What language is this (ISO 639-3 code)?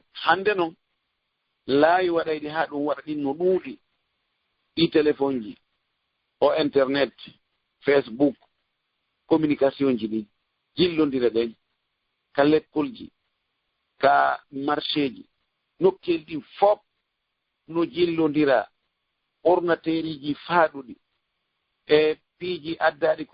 ful